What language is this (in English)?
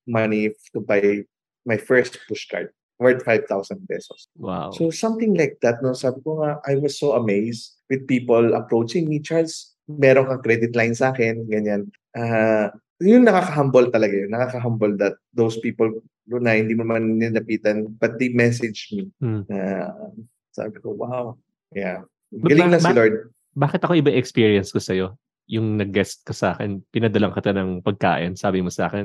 Filipino